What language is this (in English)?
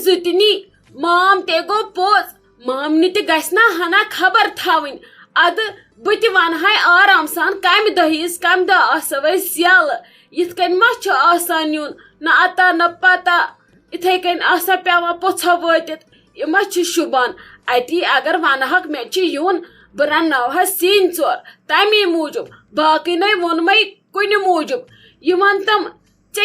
Kashmiri